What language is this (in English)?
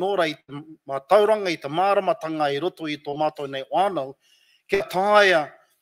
Māori